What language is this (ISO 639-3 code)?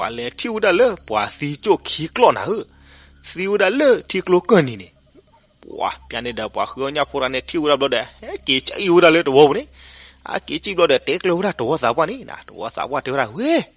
ksw